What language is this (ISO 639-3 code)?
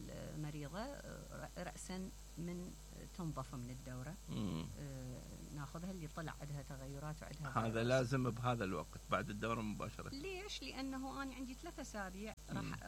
acm